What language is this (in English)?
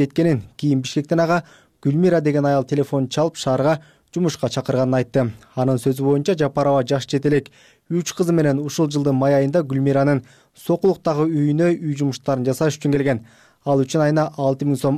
Kyrgyz